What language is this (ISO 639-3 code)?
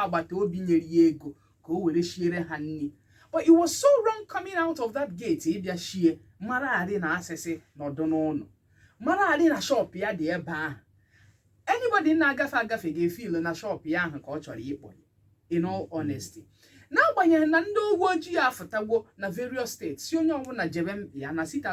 ibo